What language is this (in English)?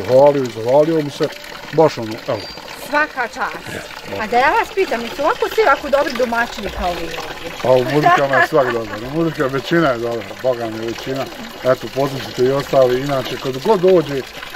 Bosnian